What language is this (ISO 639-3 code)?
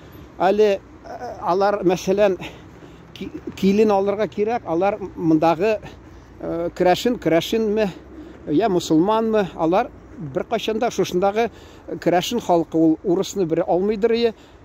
tat